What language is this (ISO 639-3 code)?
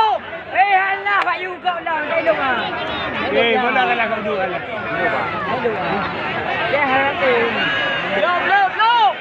ace